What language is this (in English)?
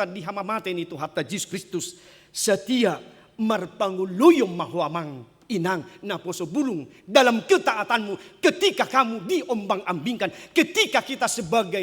Batak Toba